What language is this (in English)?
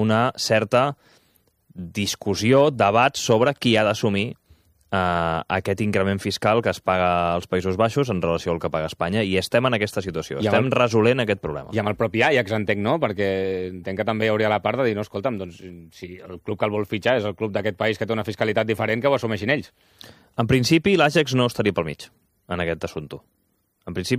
Catalan